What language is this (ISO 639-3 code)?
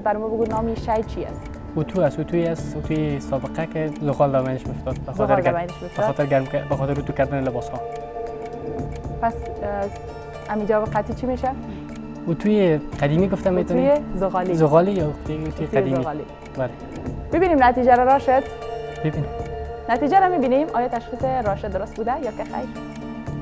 fas